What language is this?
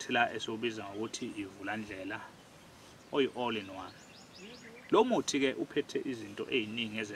Zulu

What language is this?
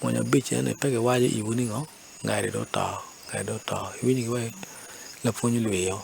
Acoli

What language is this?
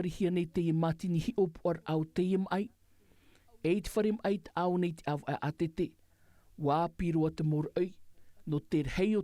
Tahitian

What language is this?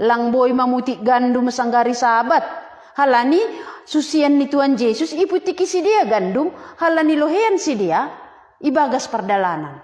Batak Simalungun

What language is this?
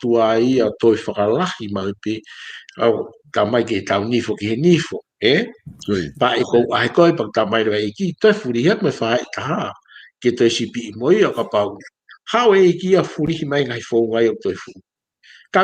Tongan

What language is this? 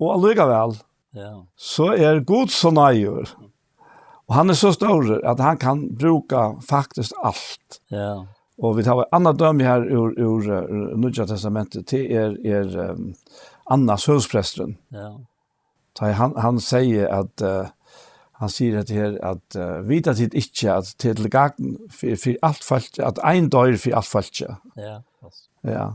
Faroese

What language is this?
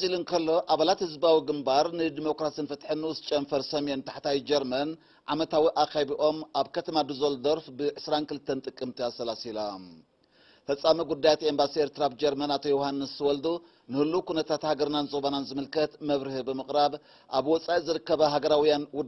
Tigrinya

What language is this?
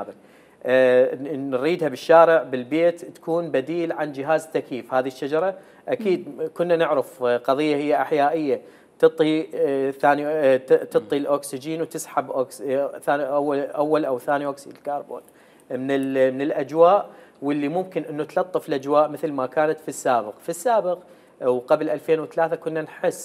Mesopotamian Arabic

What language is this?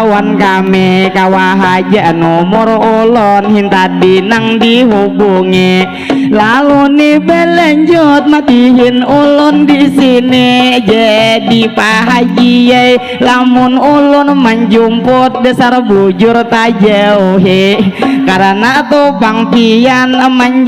Banjar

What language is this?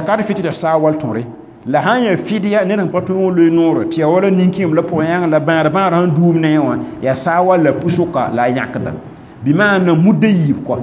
Mossi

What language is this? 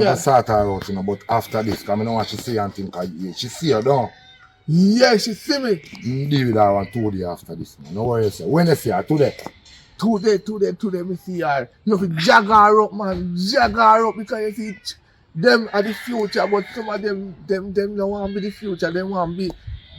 Jamaican Creole English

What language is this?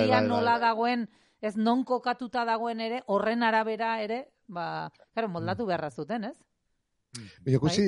Basque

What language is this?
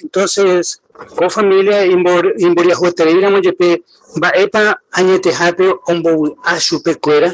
Guarani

